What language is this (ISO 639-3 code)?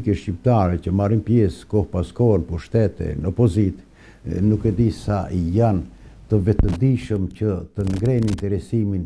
sqi